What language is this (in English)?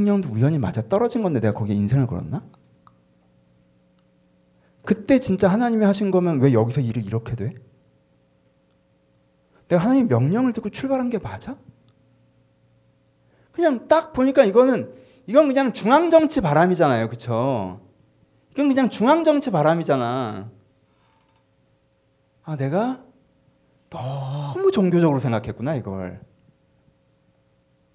Korean